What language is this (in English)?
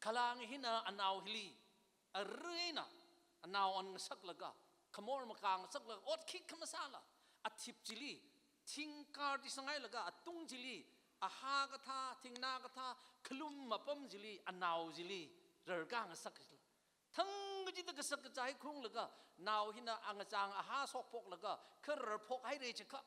Tangkhul Naga (India)